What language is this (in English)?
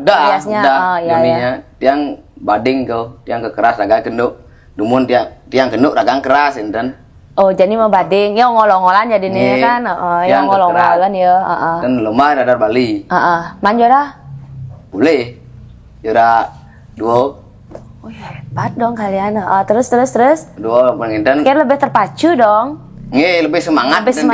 Balinese